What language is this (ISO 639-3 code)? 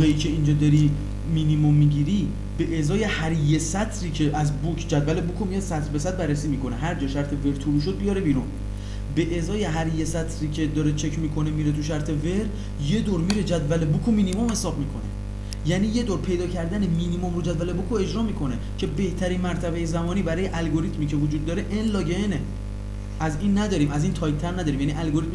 fas